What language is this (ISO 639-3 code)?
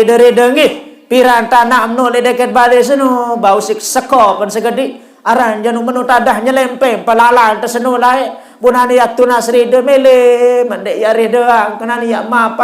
sas